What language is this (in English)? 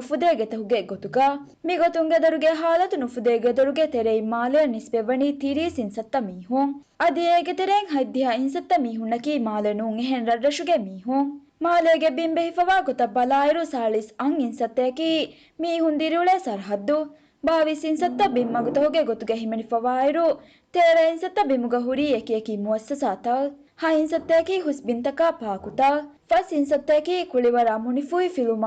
Divehi